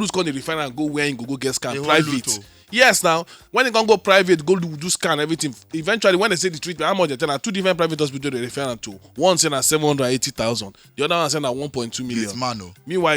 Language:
Nigerian Pidgin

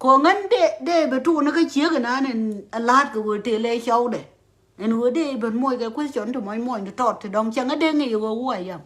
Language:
Nuer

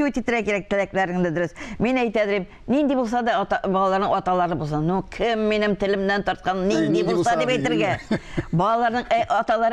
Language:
Tatar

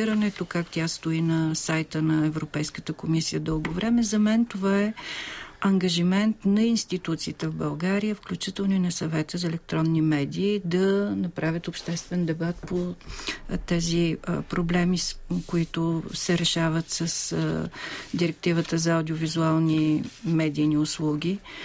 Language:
Bulgarian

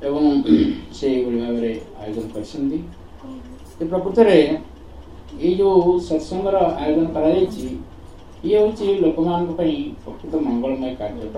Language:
Odia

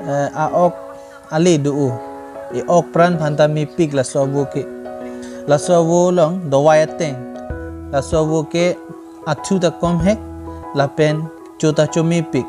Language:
Karbi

